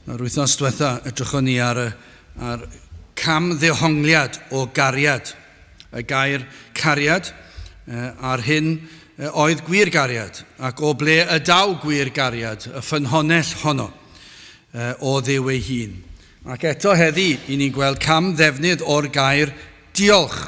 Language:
Welsh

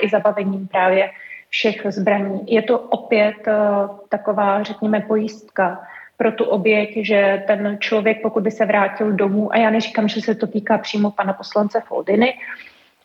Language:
Czech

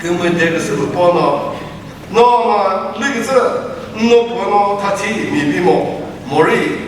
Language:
Chokri Naga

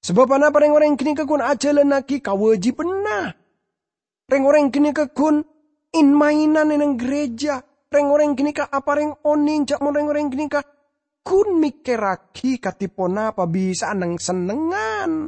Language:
Madurese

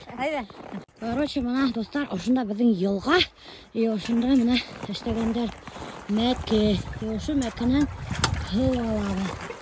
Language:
Bashkir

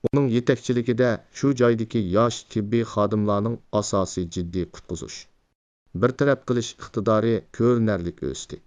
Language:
Uyghur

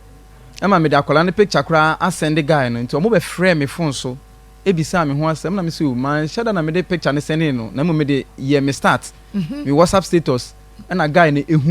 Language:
Akan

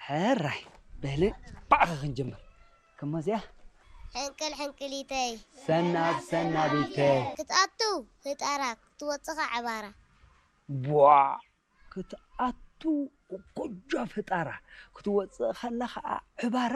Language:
Tigrinya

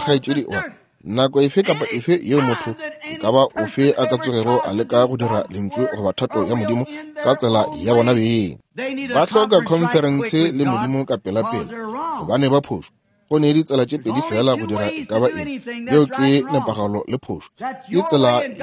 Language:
Northern Sotho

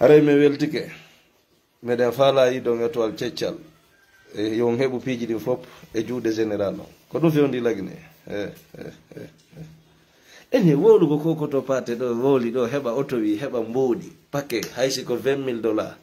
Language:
Fula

